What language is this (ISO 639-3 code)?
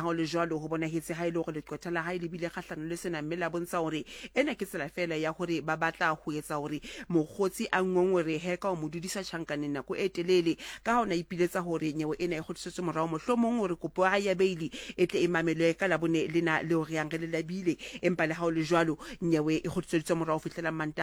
sot